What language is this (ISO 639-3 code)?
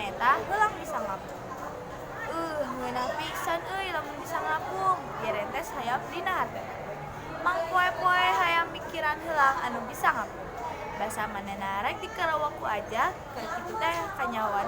sun